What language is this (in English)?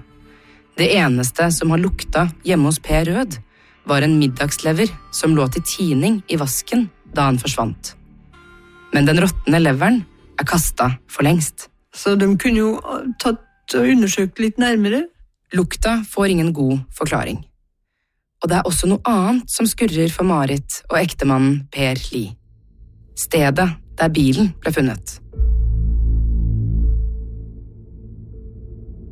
Norwegian